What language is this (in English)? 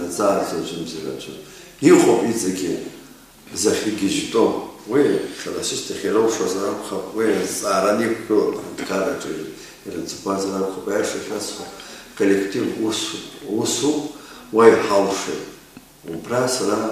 Abkhazian